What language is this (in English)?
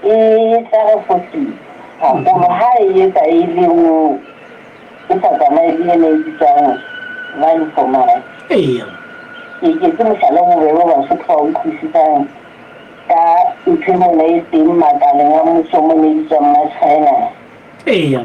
Southern Sotho